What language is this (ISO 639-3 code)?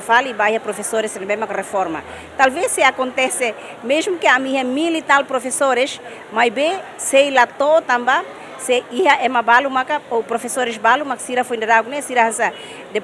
tet